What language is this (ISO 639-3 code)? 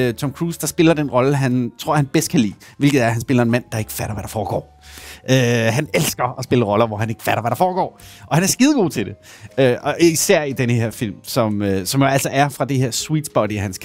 dan